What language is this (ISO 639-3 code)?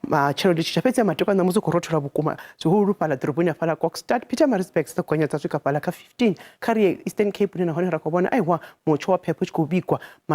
ven